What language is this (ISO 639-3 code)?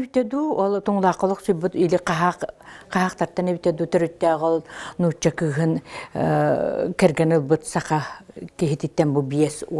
sah